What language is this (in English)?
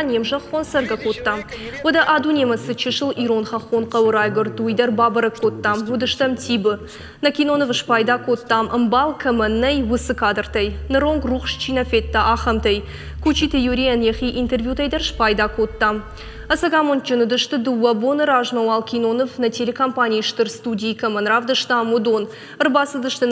Ossetic